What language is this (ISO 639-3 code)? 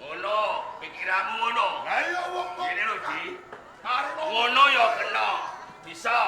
jav